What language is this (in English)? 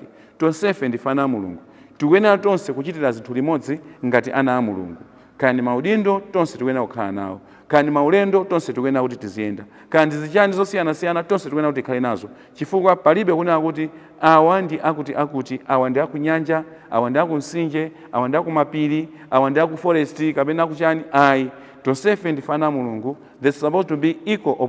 Nyanja